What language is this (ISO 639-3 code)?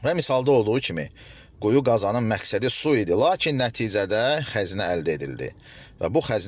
aze